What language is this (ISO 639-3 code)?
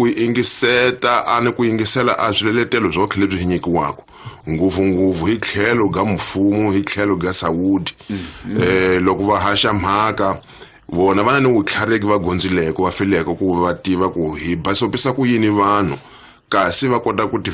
tso